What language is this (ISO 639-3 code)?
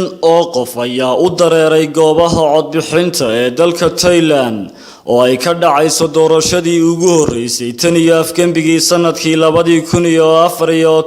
som